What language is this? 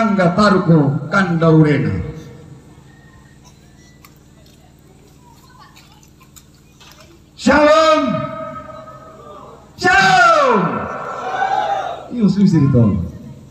Indonesian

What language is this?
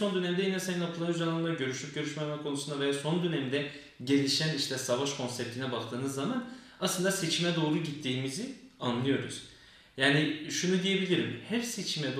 Turkish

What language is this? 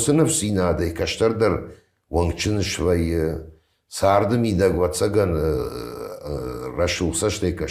Ossetic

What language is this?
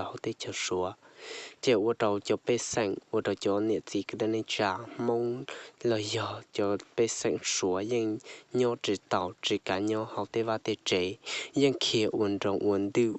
Hmong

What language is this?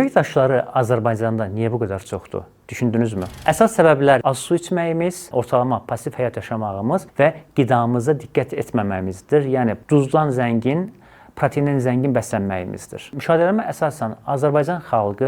Azerbaijani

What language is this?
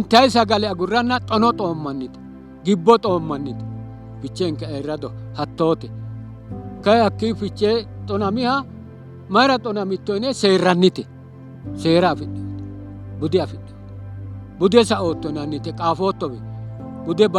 Sidamo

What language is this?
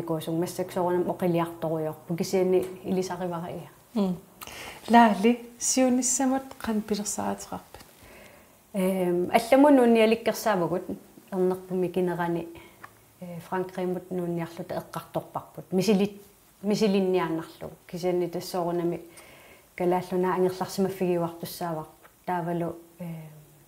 Kalaallisut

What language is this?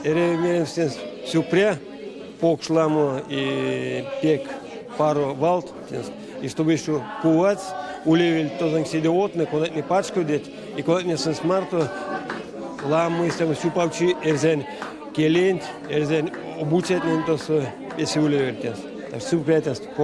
Erzya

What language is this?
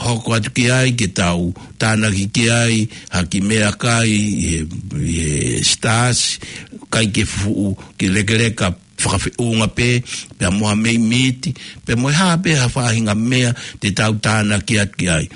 Tongan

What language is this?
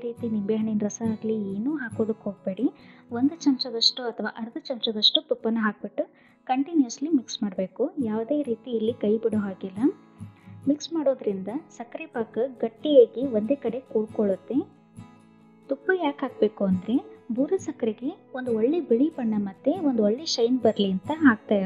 Kannada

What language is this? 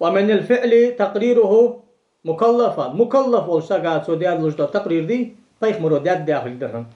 Ingush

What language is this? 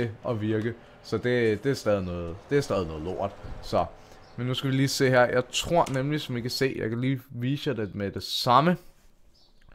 Danish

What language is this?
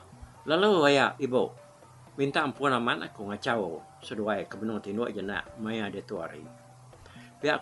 Iban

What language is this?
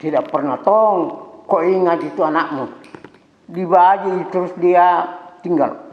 Makassar Malay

